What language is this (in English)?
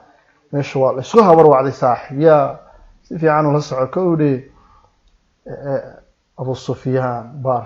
Somali